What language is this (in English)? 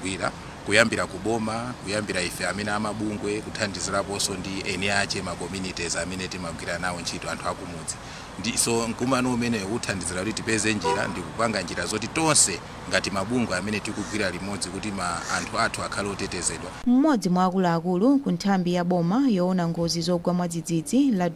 Nyanja